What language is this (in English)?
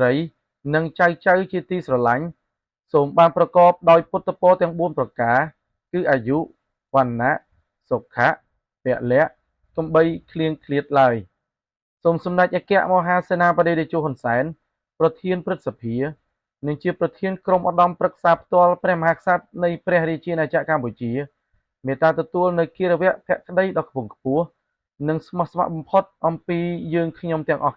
Khmer